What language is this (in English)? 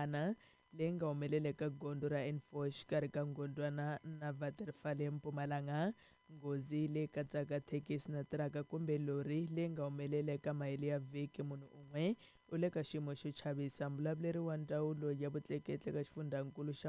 Tsonga